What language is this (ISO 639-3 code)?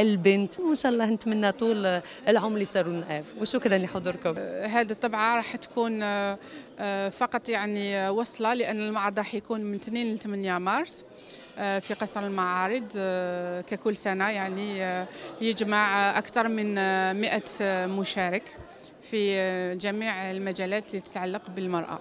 arq